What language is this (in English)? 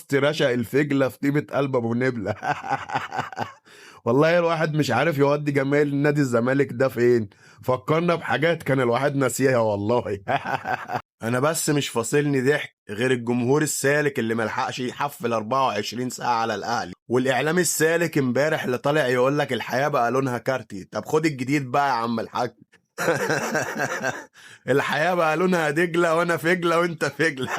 Egyptian Arabic